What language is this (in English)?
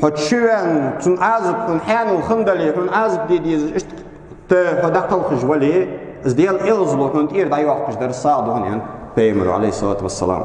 Ingush